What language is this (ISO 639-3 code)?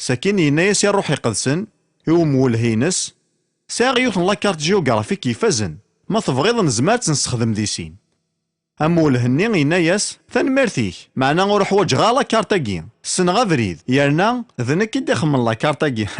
kab